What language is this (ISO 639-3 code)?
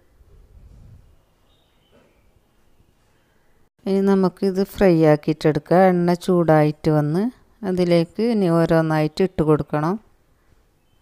mal